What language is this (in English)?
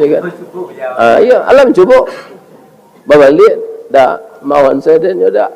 Minangkabau